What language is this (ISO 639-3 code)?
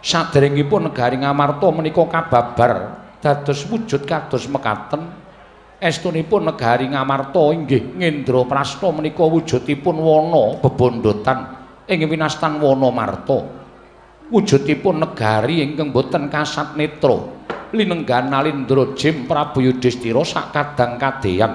jav